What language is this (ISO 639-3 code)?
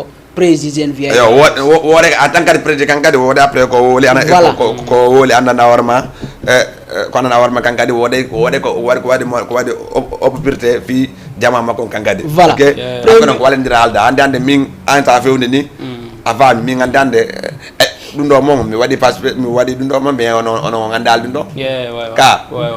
ful